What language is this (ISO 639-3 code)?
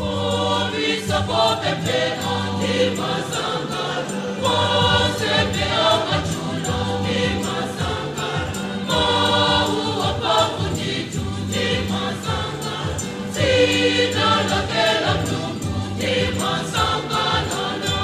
nya